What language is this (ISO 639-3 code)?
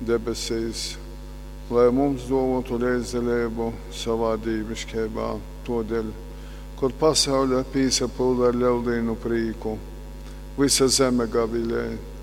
ltg